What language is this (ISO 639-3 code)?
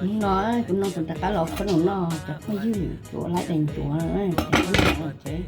hmn